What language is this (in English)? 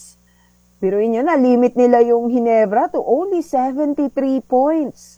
Filipino